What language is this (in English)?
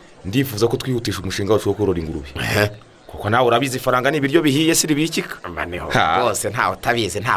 Kinyarwanda